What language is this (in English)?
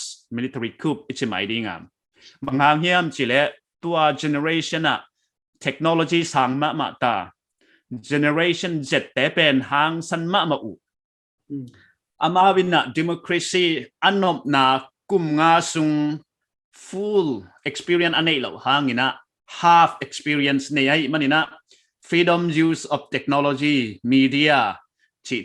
Paite Chin